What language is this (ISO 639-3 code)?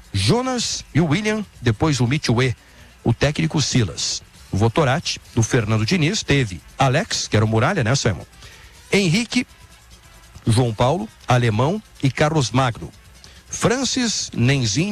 por